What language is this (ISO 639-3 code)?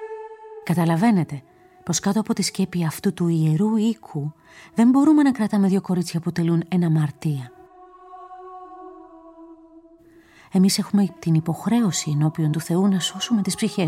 ell